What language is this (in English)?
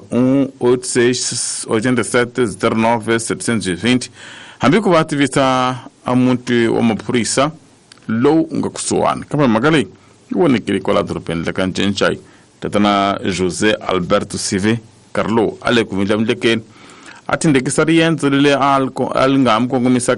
Tsonga